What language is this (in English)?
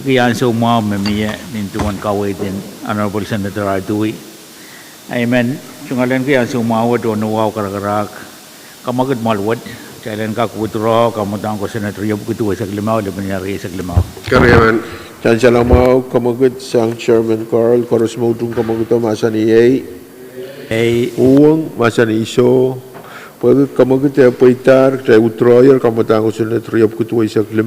Pohnpeian